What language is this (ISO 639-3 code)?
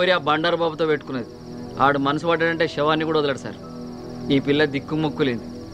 tel